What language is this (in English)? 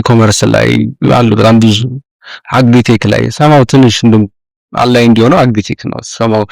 Amharic